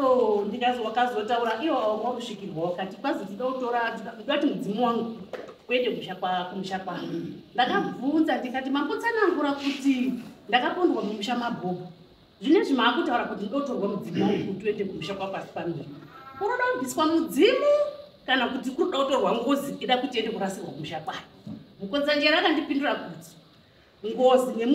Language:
Shona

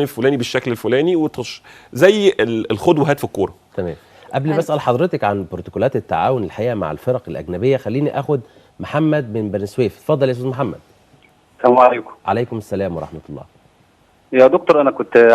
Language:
Egyptian Arabic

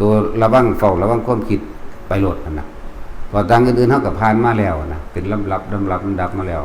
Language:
Lao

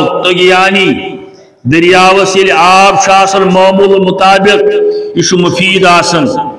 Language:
Kashmiri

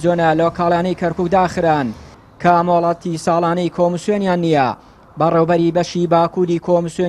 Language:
Central Kurdish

